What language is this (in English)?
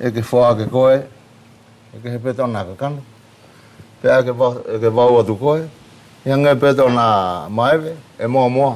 Wallisian